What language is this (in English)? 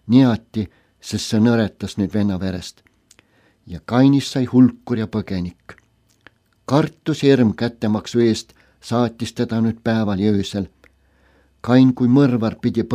Estonian